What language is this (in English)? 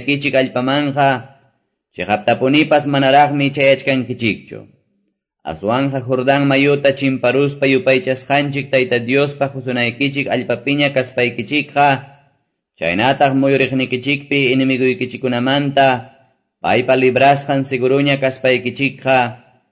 Quechua